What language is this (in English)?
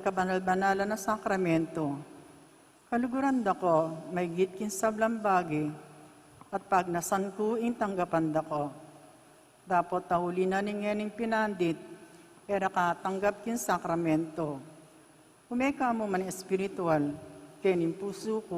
Pampanga